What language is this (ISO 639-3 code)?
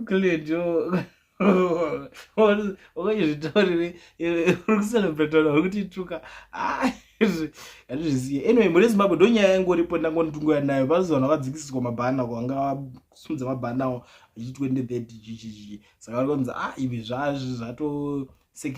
sna